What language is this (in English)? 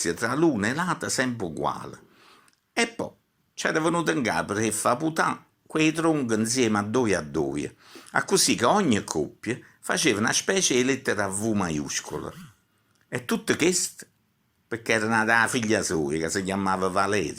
Neapolitan